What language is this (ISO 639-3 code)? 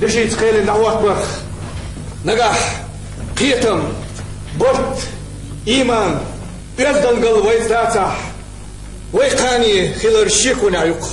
che